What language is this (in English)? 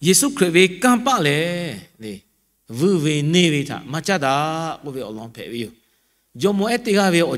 Lahu